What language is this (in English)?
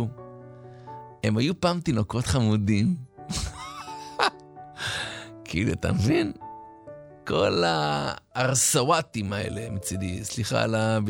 Hebrew